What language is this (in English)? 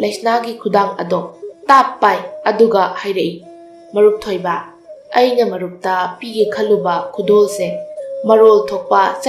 Manipuri